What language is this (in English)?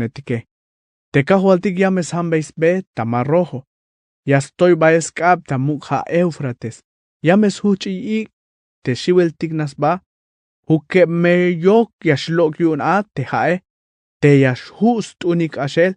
Tzeltal